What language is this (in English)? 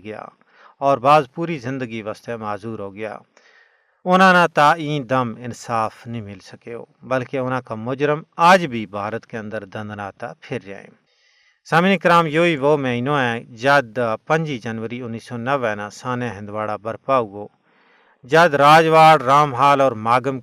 Gujari